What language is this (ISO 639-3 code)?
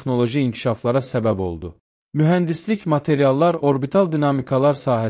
aze